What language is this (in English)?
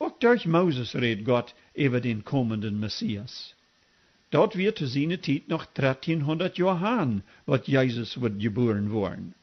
Plautdietsch